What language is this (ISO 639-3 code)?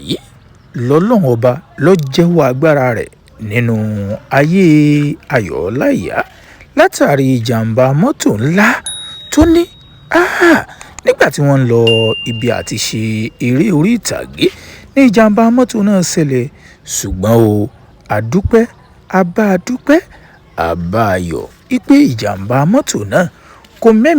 yor